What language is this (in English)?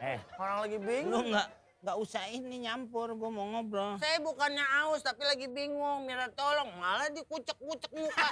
Betawi